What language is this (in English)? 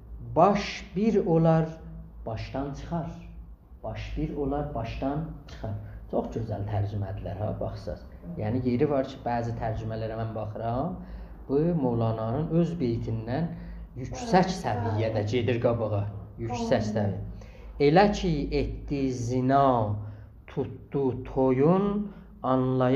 South Azerbaijani